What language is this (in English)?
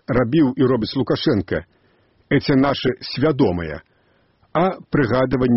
Belarusian